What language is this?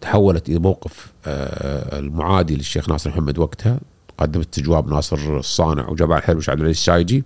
Gulf Arabic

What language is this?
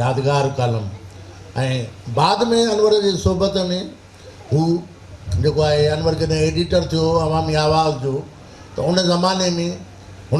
Sindhi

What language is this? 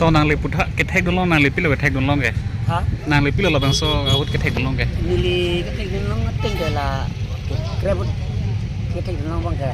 Karbi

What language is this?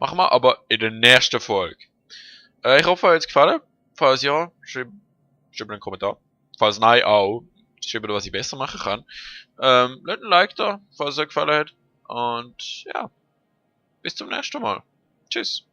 Swiss German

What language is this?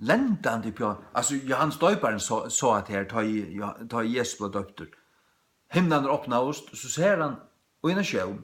Faroese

